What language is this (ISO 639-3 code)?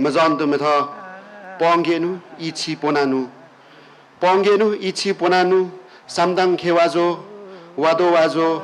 lif